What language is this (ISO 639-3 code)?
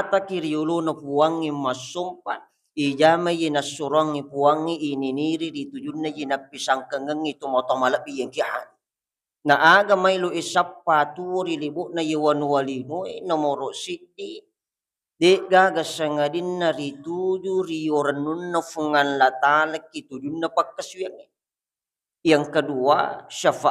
bug